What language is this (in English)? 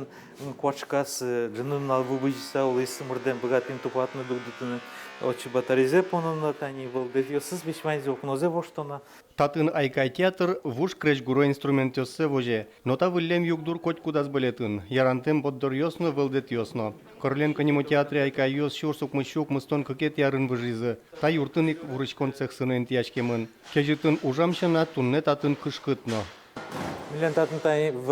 Udmurt